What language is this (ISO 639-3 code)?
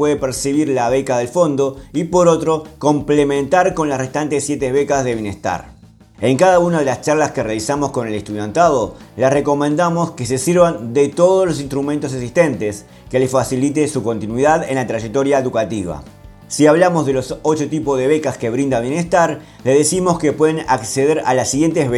spa